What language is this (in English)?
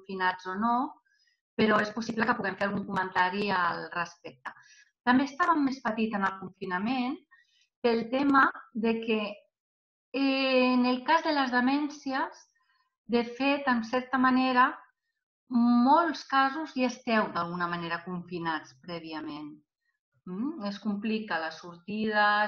Catalan